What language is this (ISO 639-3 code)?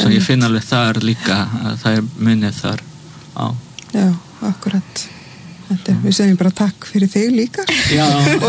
isl